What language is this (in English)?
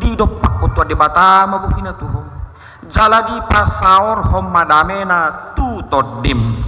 Batak Toba